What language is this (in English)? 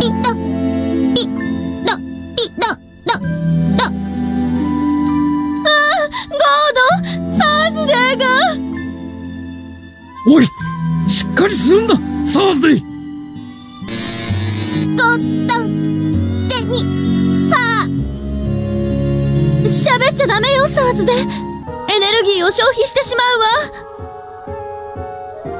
Japanese